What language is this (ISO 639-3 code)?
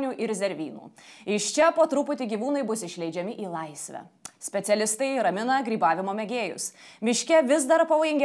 lit